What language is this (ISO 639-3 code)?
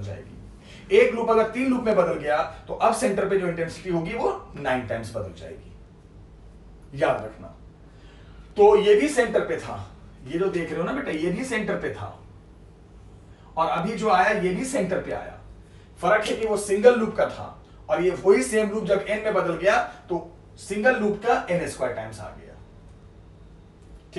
hin